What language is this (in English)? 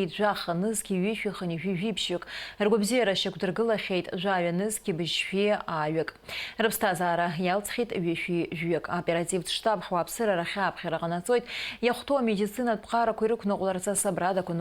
Abkhazian